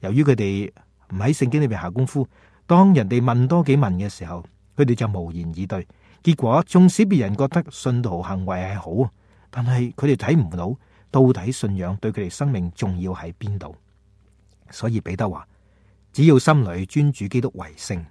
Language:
Cantonese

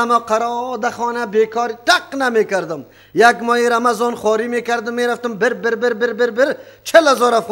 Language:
Persian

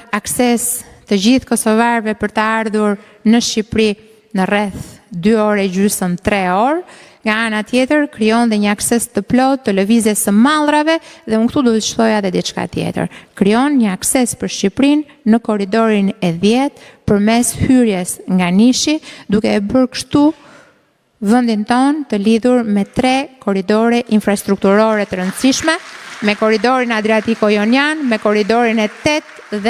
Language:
Albanian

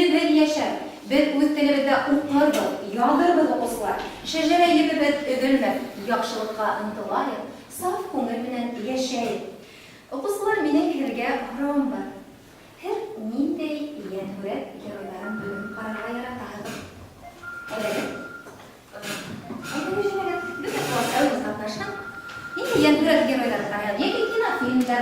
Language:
Bashkir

